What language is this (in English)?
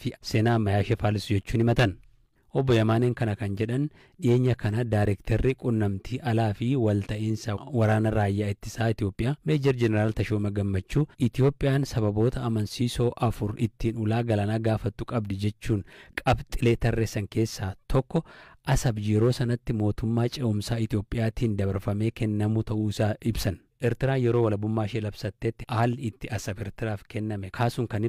Oromo